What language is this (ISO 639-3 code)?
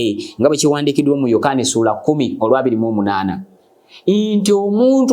lug